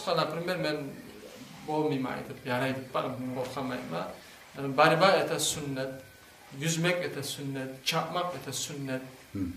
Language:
Kumyk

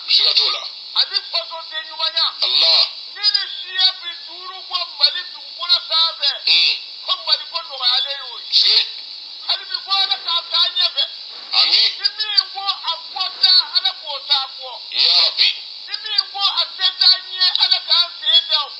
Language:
Bambara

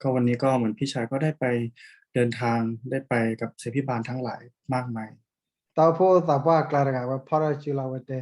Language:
S'gaw Karen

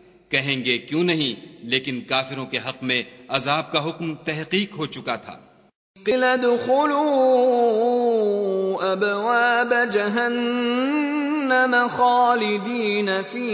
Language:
Urdu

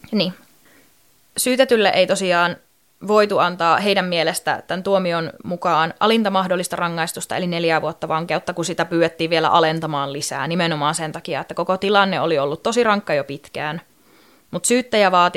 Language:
Finnish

